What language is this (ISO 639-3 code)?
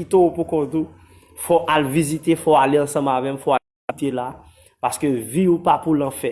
hat